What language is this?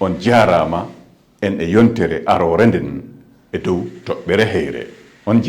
Fula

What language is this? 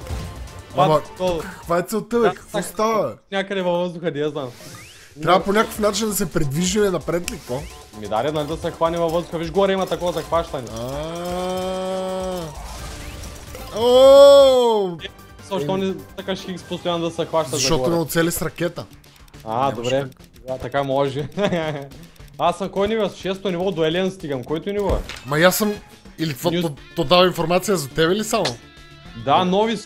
Bulgarian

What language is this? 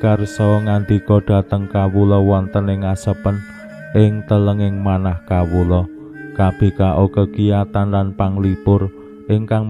Javanese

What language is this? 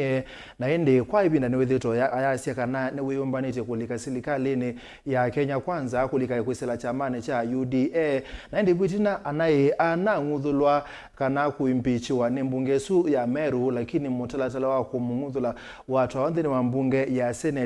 Kamba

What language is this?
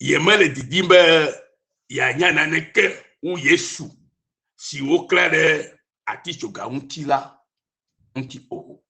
Ewe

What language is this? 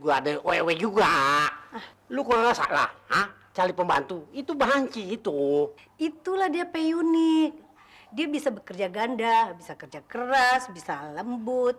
Betawi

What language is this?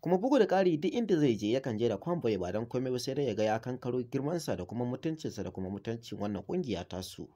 Hausa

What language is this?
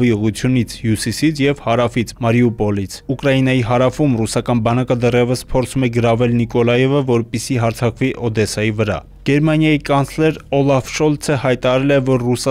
Armenian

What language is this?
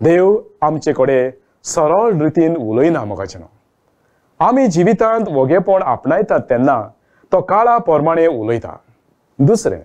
Konkani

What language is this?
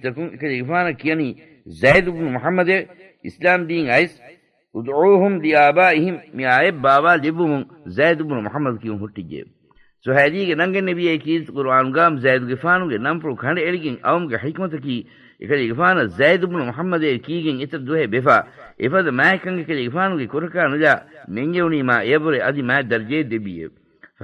Divehi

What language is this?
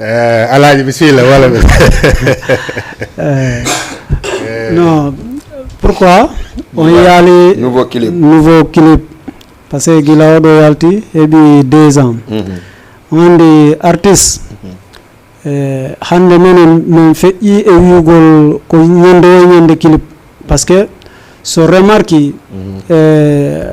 Fula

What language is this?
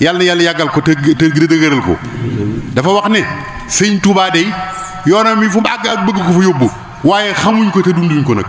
Wolof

